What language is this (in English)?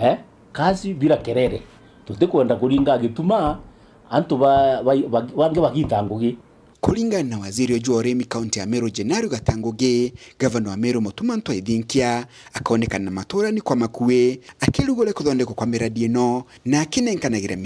Meru